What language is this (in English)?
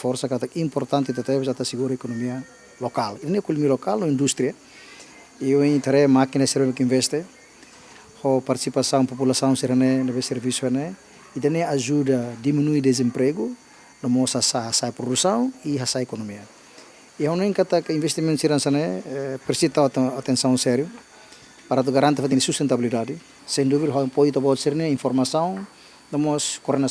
Tetum